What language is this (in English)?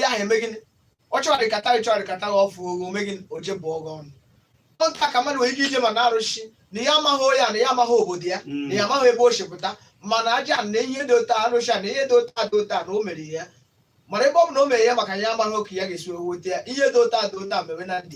Igbo